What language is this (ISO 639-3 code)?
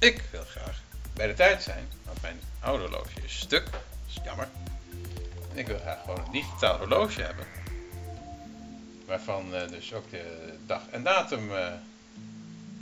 nld